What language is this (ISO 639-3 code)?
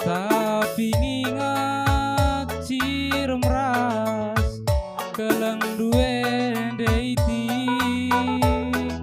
btx